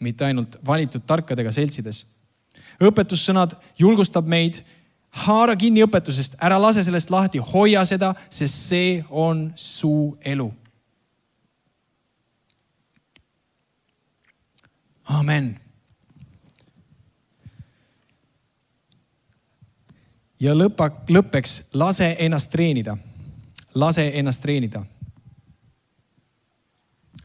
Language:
Estonian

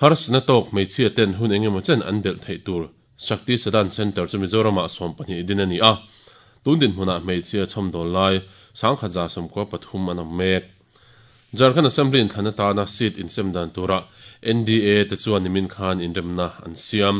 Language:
Mizo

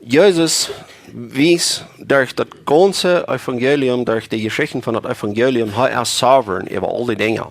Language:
Plautdietsch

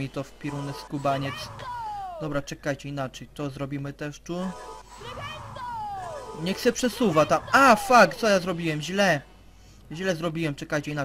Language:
Polish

